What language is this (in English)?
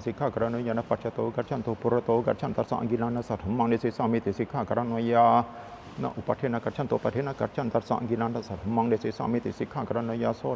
Pali